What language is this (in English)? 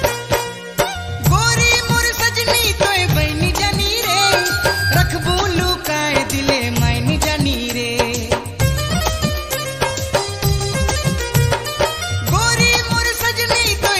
Sadri